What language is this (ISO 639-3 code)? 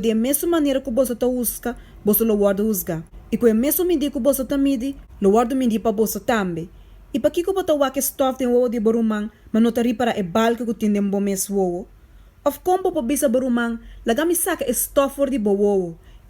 pap